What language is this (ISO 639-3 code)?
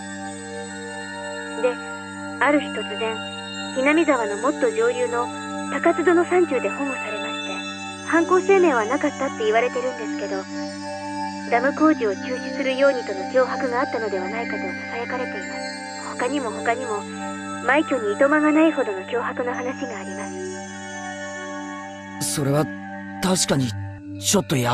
jpn